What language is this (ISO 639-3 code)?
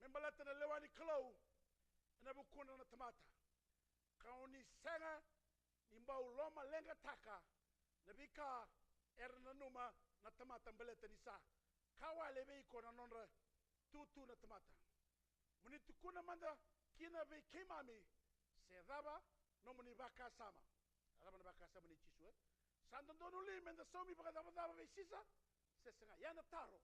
fij